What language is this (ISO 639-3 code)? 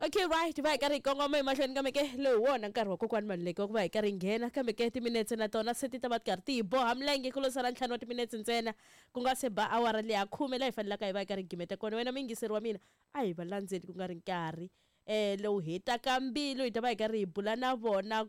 tso